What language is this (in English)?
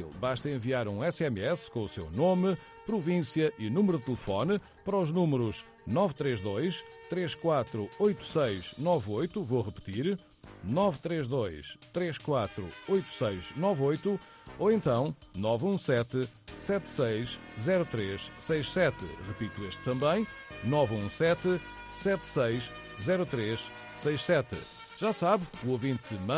Portuguese